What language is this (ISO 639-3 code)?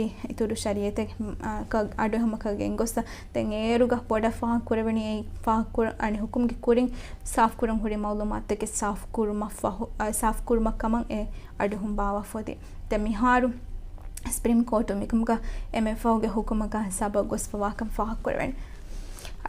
div